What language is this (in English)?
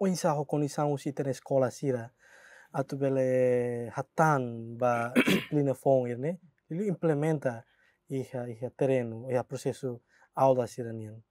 Tetum